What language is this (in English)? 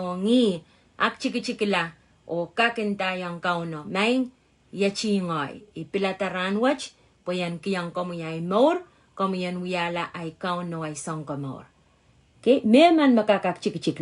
Pohnpeian